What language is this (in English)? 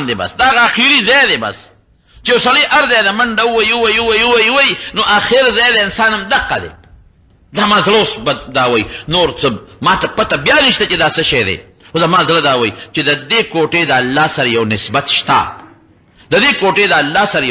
Pashto